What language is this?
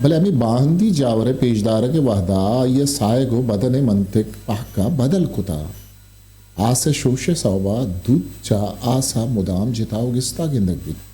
Eastern Balochi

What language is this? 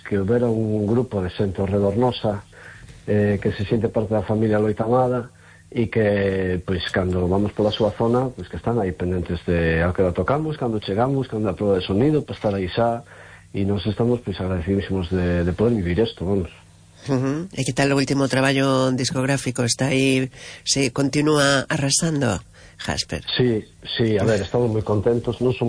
Galician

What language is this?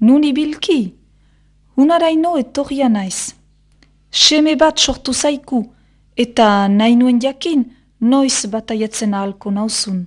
Basque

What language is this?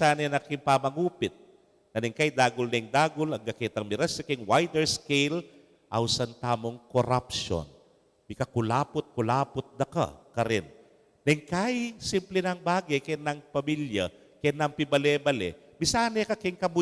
Pampanga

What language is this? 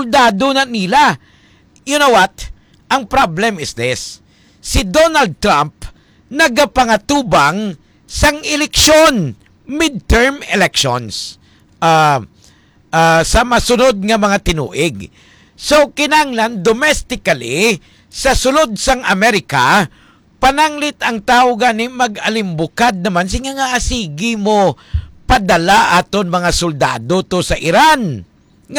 Hiligaynon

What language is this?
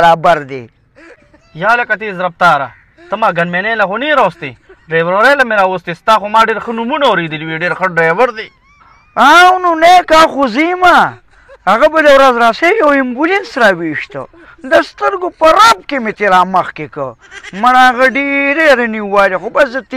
Pashto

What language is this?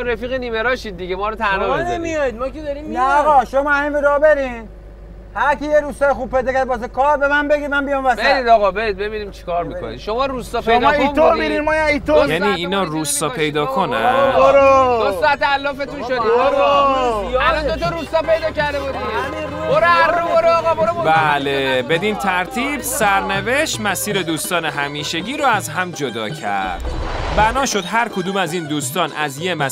Persian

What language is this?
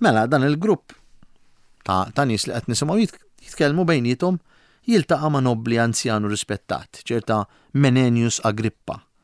Maltese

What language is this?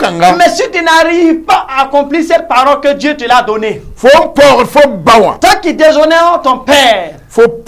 Mossi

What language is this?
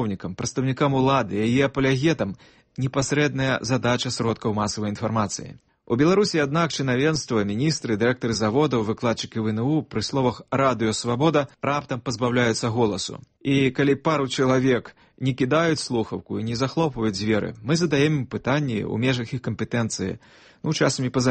Belarusian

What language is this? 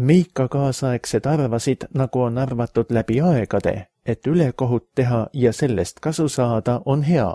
Estonian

